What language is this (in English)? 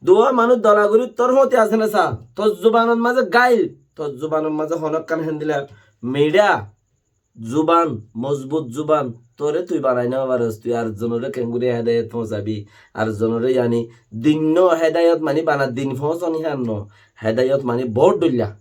Rohingya